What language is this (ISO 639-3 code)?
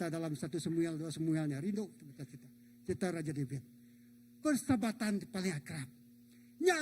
iba